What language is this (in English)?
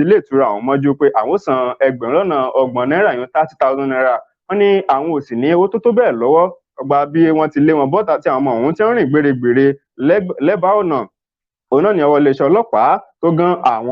Yoruba